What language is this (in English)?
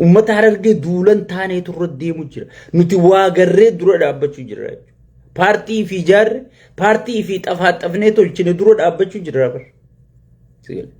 Oromo